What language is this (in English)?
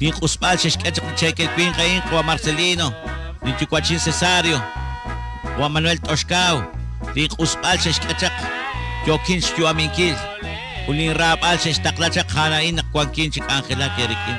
Kekchí